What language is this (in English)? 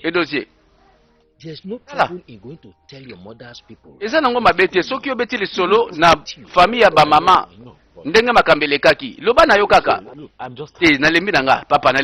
Lingala